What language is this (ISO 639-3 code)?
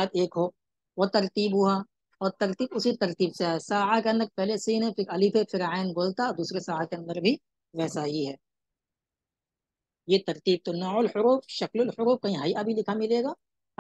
urd